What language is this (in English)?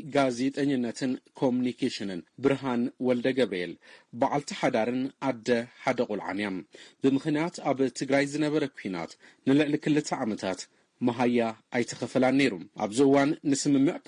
Tigrinya